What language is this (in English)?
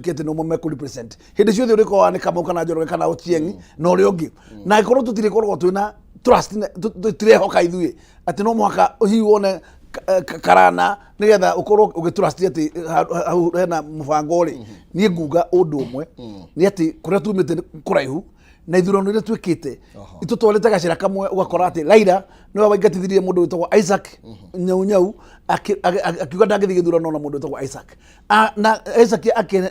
Kikuyu